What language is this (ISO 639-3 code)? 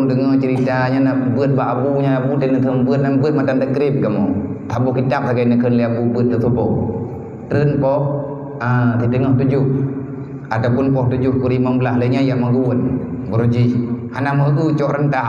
ace